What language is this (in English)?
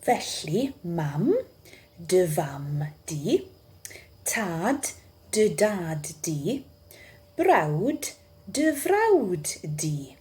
Welsh